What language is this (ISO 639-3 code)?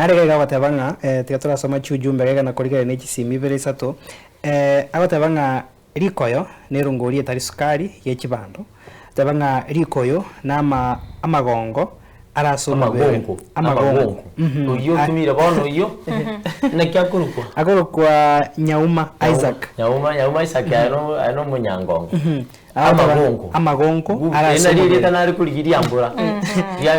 guz